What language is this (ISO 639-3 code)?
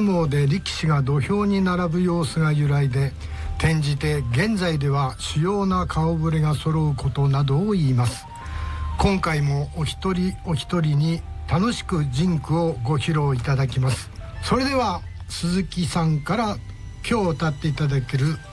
jpn